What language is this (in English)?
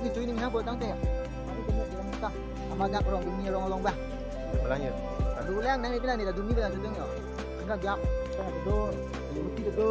Karbi